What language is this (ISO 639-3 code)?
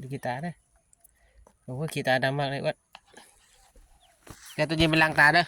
lao